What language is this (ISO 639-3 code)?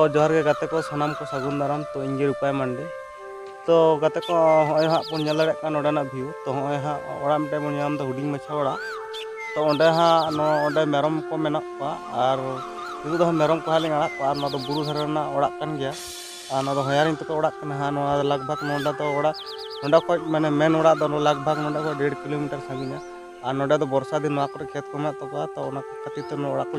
sat